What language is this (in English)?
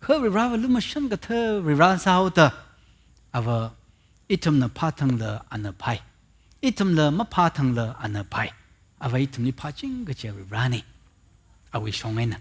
Tangkhul Naga (India)